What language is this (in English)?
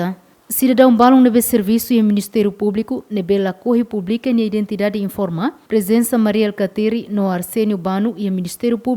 Tetum